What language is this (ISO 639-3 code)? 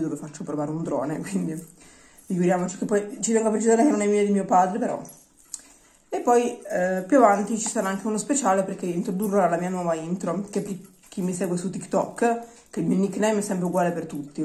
ita